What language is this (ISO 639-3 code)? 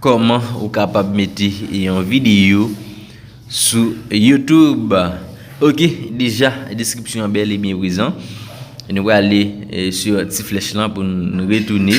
hat